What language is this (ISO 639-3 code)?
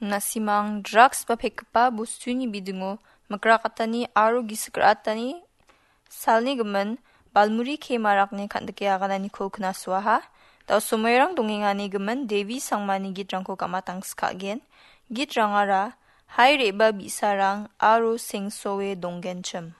grt